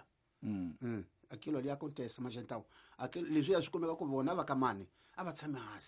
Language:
Tsonga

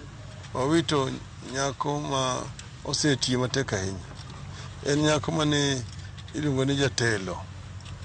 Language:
Luo (Kenya and Tanzania)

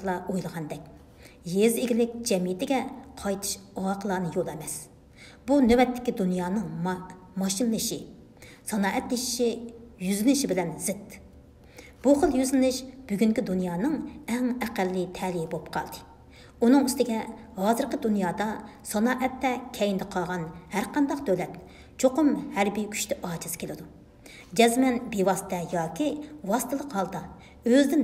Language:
Uyghur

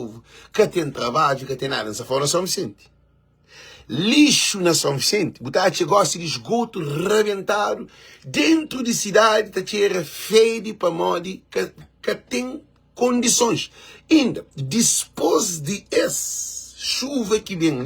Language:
Kabuverdianu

